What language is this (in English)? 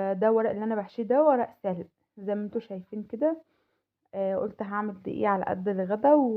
Egyptian Arabic